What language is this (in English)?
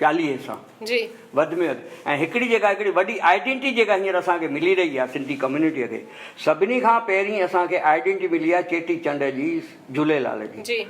Sindhi